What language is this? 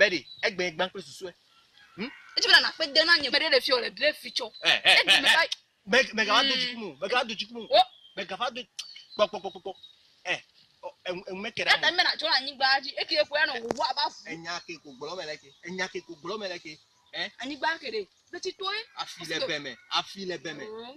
Ewe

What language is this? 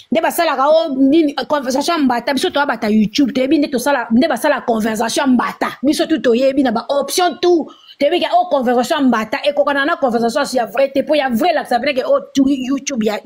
Lingala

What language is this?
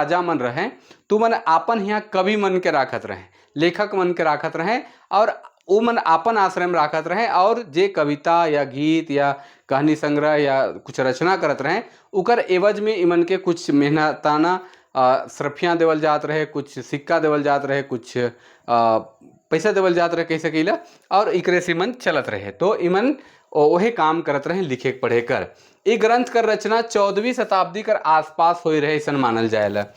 Sadri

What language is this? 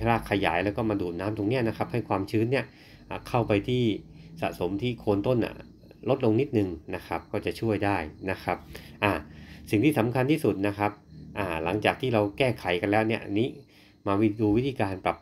Thai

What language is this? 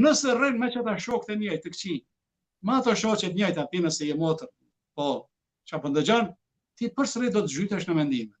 Albanian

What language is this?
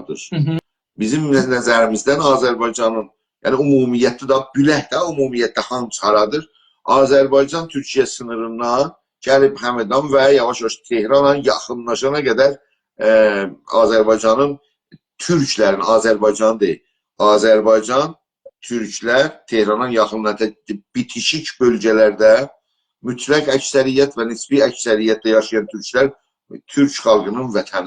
South Azerbaijani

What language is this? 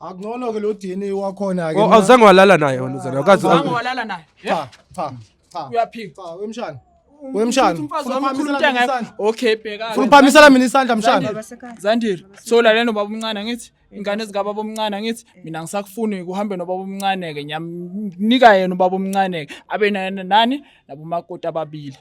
Zulu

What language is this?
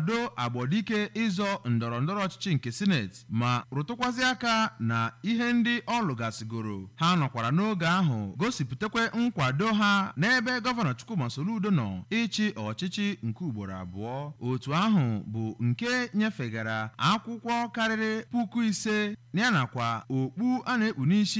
Igbo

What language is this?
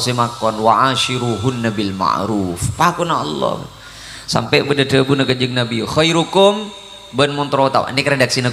Madurese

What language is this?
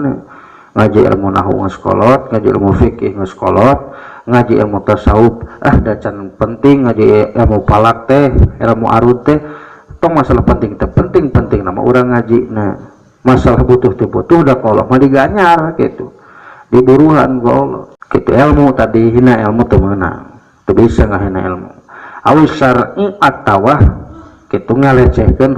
Sundanese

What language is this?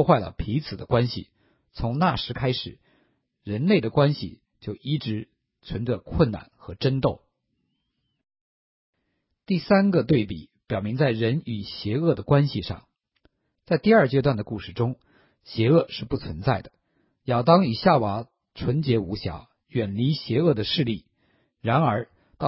Chinese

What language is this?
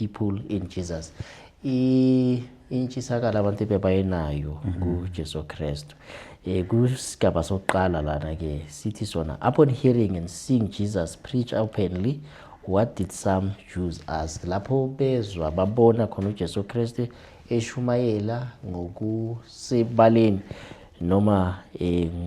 Zulu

